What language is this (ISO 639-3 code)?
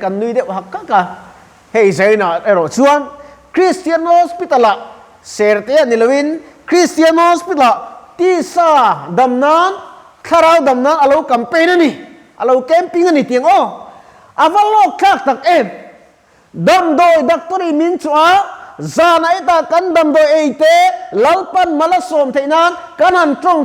lus